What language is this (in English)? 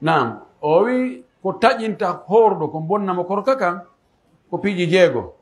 Pular